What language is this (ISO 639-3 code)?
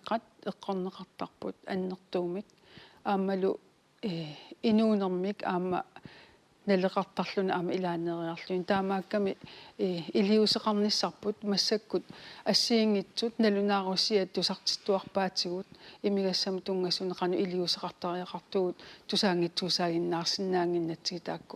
kal